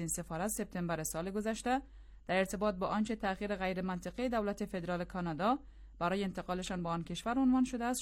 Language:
Persian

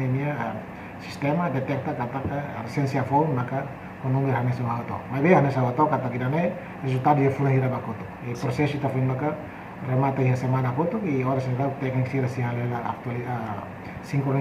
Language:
Tetum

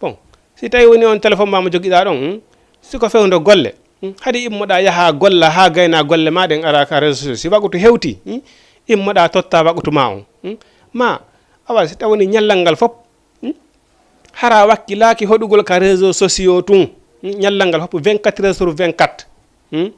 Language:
Fula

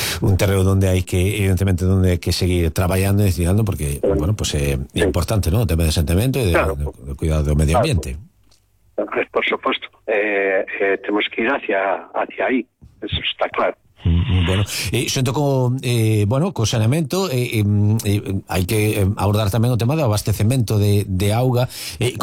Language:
Galician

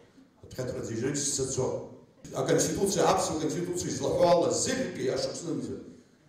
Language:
Abkhazian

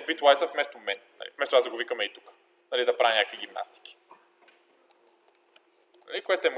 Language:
Bulgarian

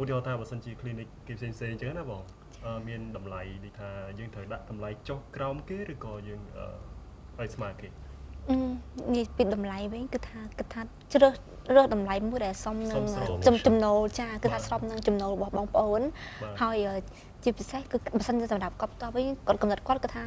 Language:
Khmer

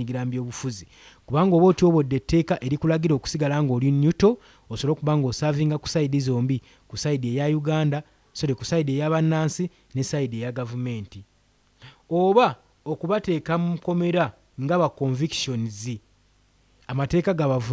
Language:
Ganda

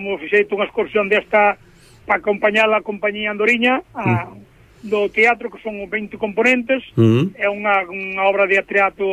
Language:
Galician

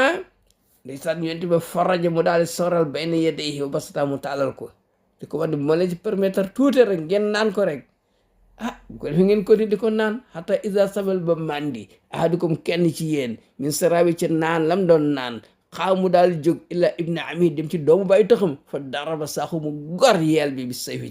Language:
Wolof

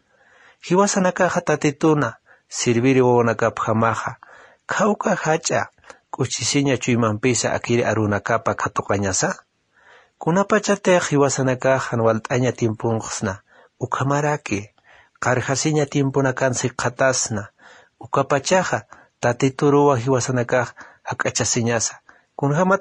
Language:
Aymara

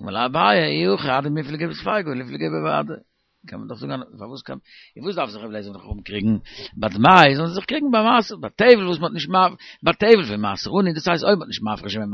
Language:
Yiddish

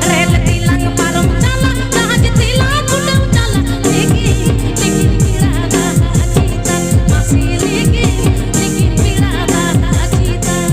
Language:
Santali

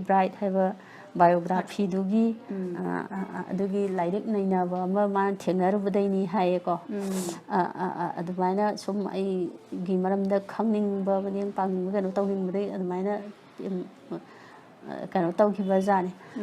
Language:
Manipuri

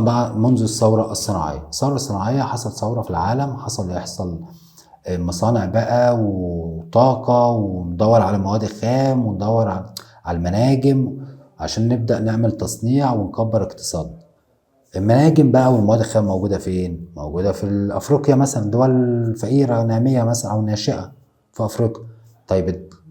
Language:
Egyptian Arabic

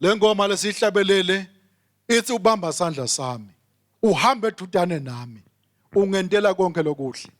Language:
Swati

